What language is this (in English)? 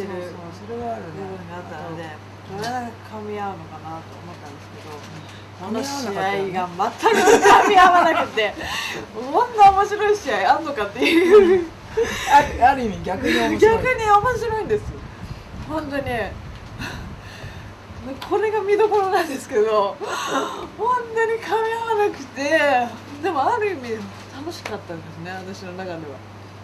Japanese